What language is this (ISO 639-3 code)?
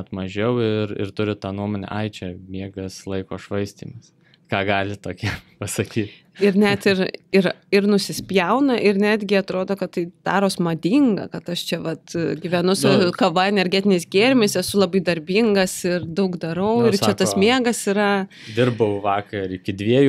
lit